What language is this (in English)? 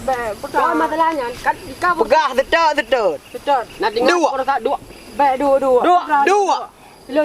Achinese